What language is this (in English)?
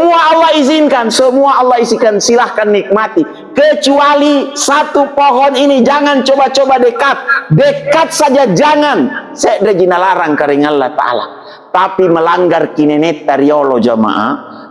Makasar